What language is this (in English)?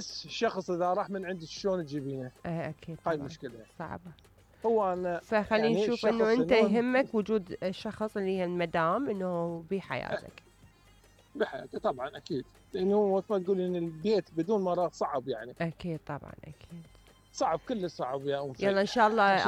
Mesopotamian Arabic